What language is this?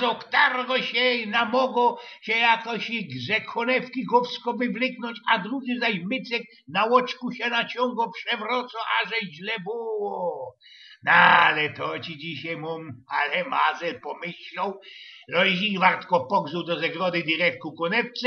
Silesian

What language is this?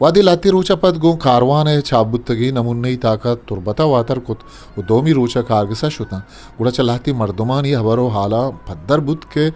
Eastern Balochi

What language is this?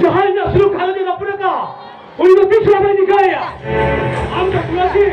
Santali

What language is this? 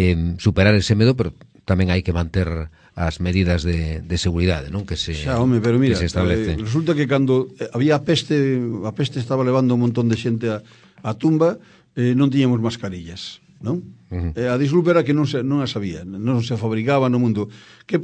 Galician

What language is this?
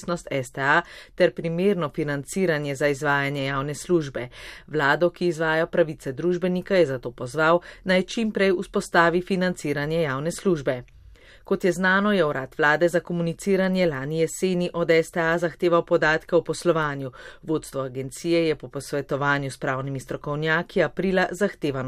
Slovenian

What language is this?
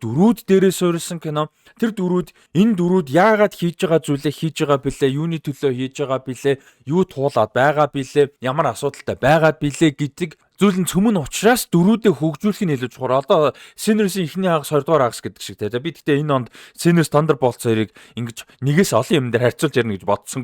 Mongolian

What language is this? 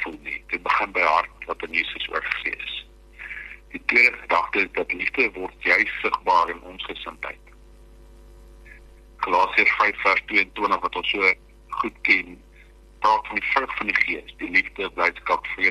Afrikaans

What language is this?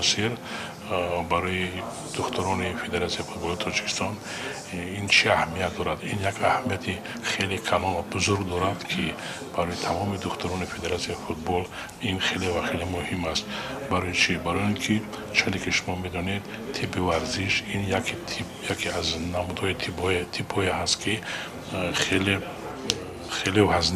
Tajik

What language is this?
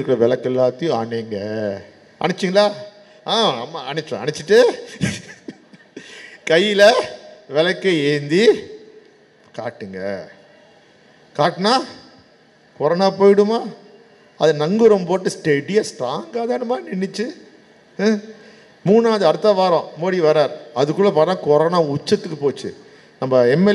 Tamil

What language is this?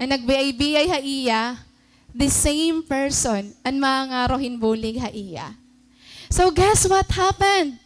Waray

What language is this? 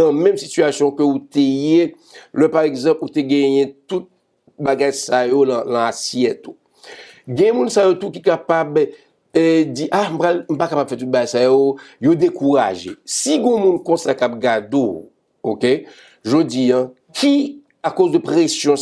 Haitian Creole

